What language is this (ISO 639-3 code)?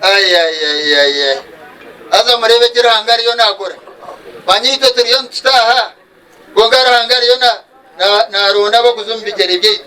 nyn